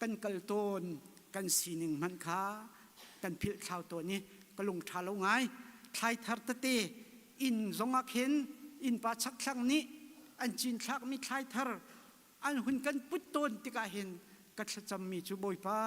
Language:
Hakha Chin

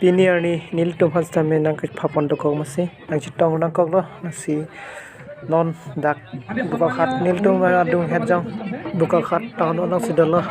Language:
Karbi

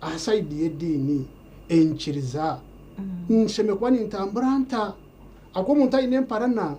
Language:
Nyankole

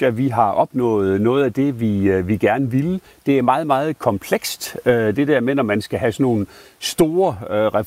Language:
Danish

